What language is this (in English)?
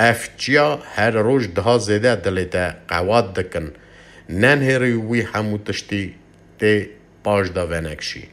Kurdish